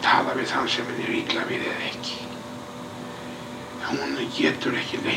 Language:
Icelandic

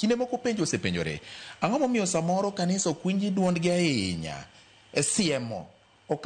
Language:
Luo (Kenya and Tanzania)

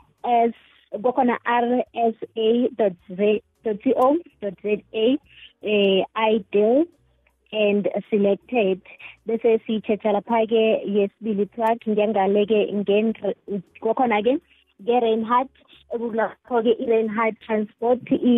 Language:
South Ndebele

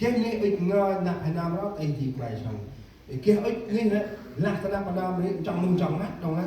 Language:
Central Mnong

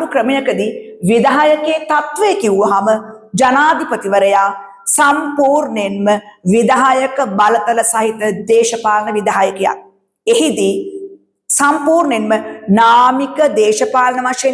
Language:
Sinhala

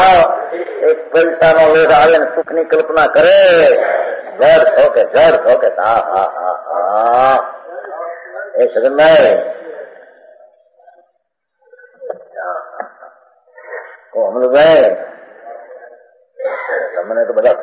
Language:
Gujarati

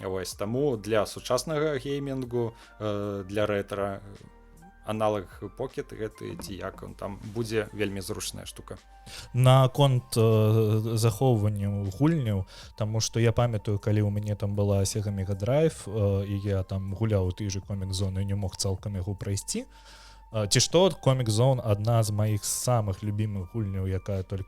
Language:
Belarusian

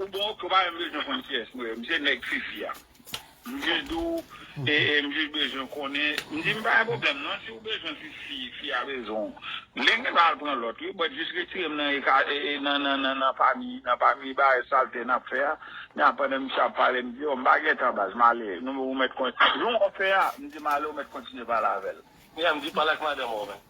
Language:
Haitian Creole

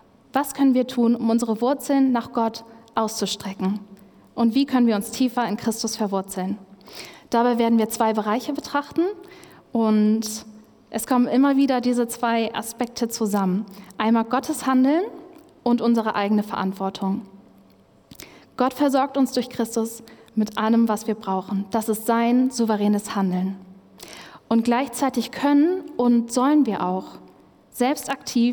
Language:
German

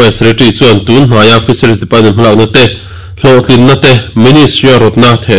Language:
Mizo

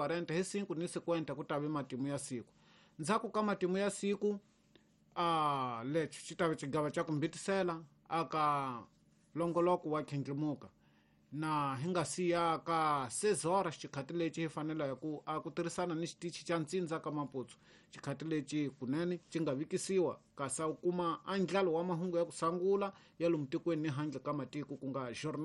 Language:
Tsonga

